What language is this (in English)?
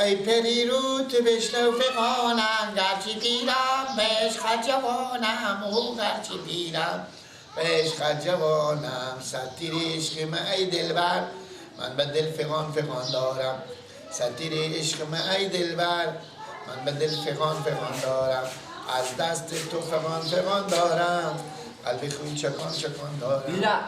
Persian